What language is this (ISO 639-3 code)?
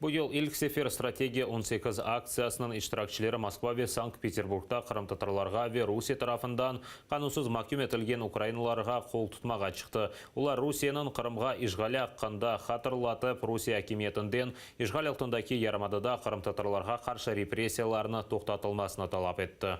crh